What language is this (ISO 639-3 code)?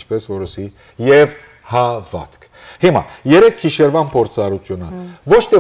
hyw